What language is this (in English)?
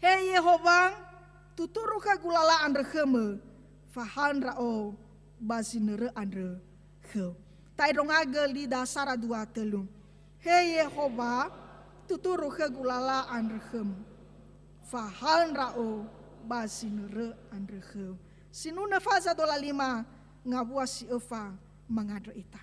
Nias